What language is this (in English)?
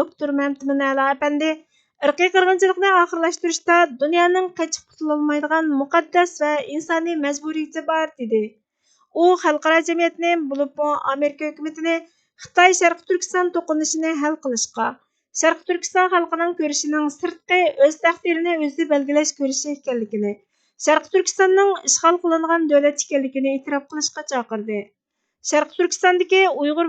Uyghur